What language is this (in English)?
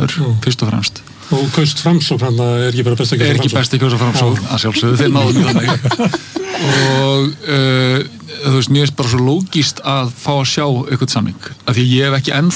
Icelandic